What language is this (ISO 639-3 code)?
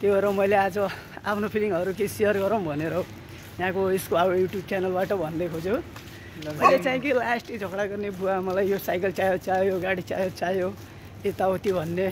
nep